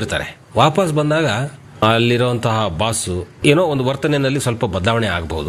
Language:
Kannada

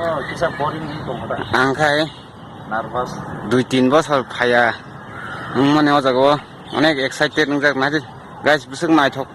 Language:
Kok Borok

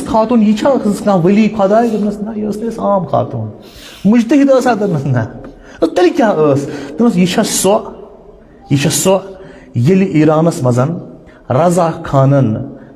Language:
Kashmiri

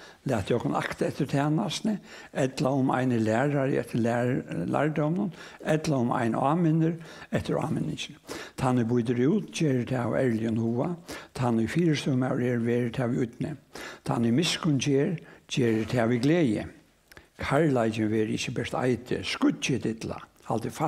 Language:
Faroese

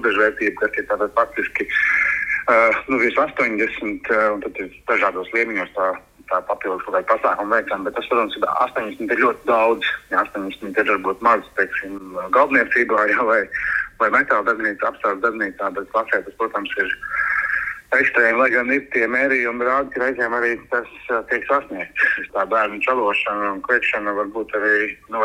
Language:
Latvian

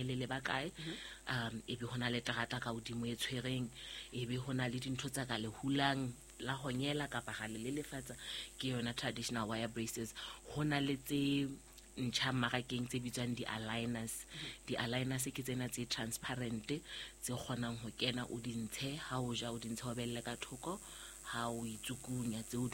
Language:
Southern Sotho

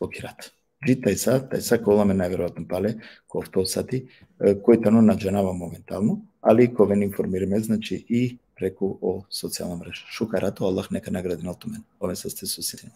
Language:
Balkan Romani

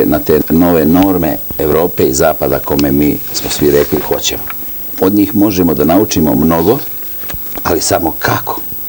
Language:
Serbian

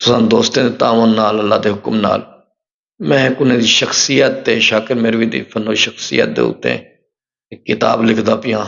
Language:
Saraiki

